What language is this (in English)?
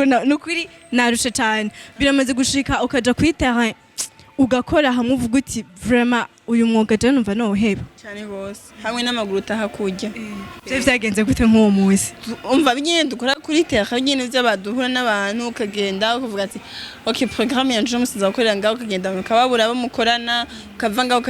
Rundi